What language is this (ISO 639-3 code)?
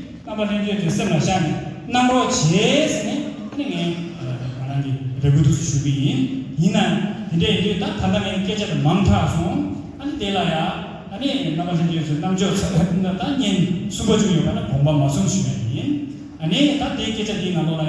bod